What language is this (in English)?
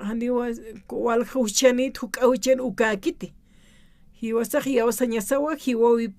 Aymara